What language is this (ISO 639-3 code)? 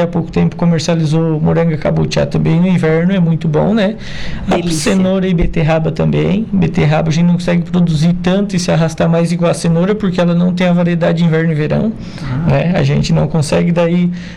por